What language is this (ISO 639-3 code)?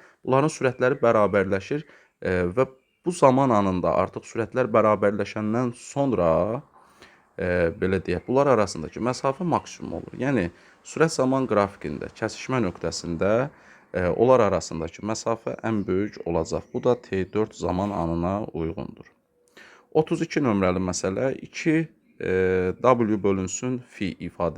aze